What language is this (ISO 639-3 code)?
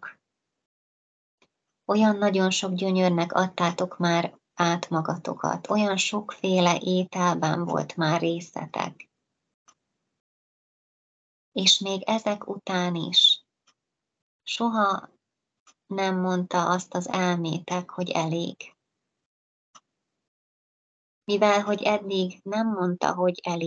hun